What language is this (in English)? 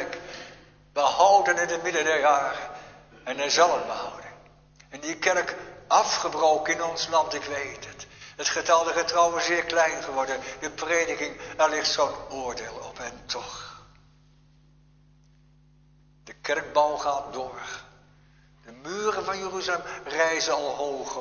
Dutch